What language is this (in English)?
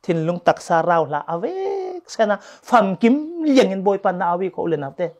Falam Chin